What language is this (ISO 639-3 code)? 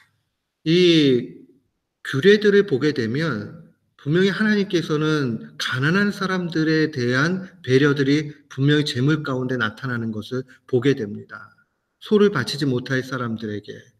kor